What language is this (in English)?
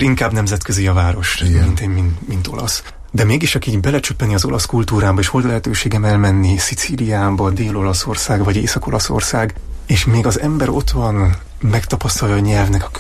Hungarian